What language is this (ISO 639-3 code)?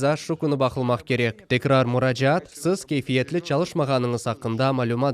crh